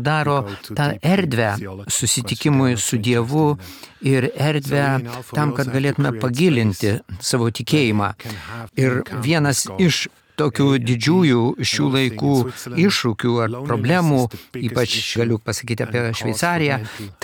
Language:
Lithuanian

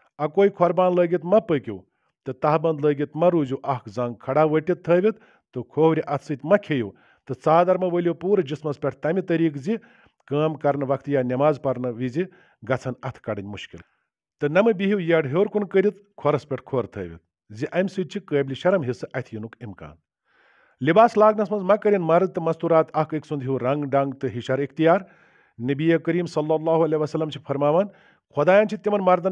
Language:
Kashmiri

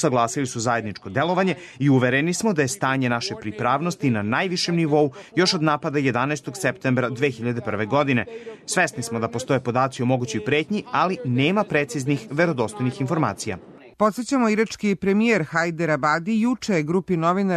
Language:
Serbian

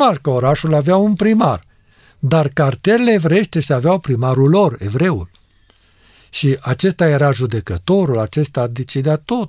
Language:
Romanian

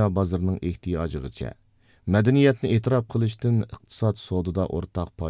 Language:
Uyghur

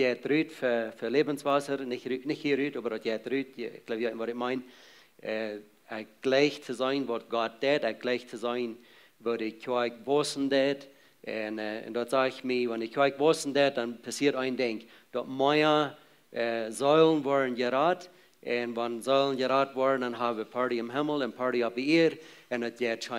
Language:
Plautdietsch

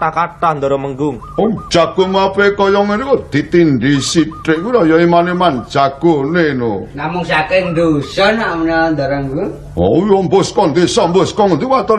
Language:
Javanese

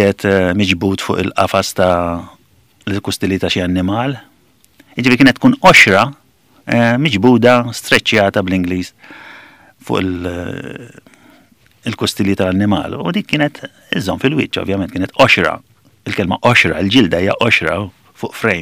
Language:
Maltese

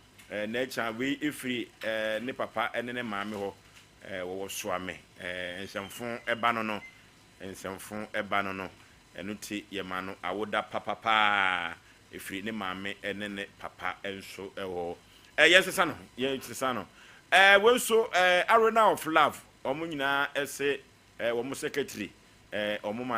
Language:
Akan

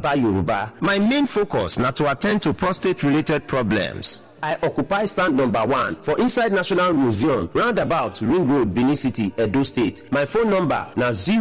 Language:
Nigerian Pidgin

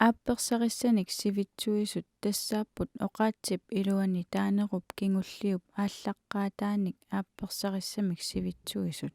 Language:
Kalaallisut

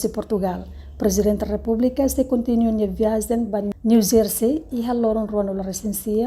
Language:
Tetum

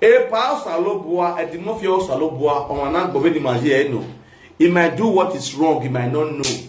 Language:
Nigerian Pidgin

